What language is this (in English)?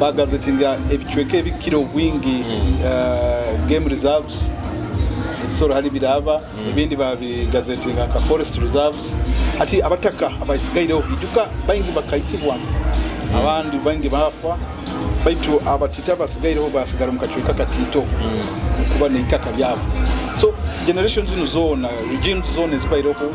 Nyoro